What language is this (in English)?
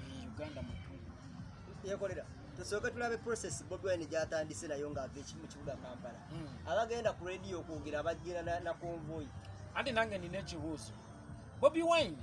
Ganda